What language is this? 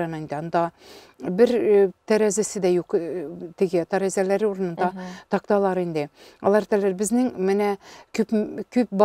Tatar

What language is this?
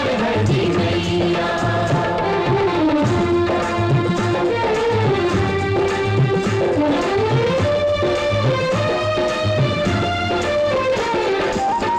Bhojpuri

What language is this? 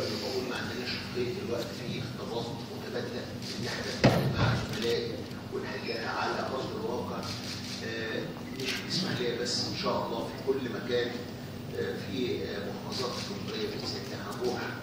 Egyptian Arabic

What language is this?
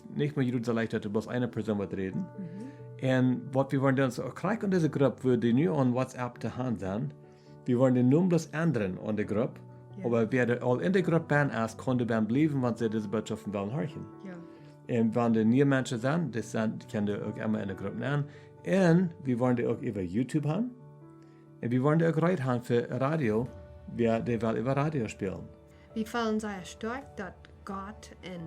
Plautdietsch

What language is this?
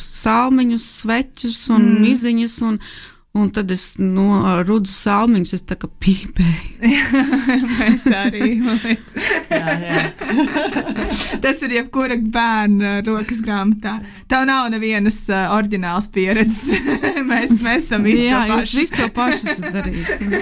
Latvian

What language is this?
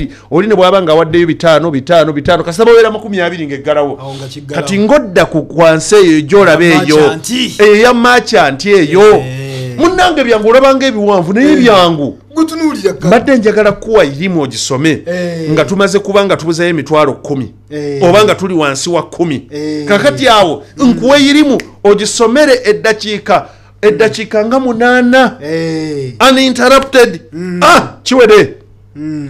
Ganda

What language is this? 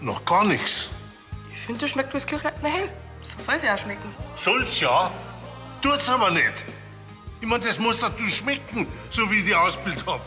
Bavarian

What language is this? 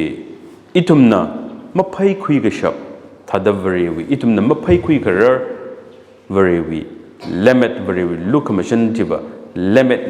Tangkhul Naga (India)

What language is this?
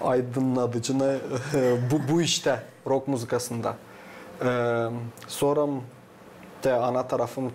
Gagauz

